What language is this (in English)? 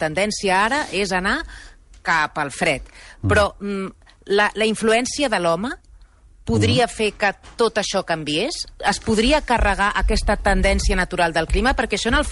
Catalan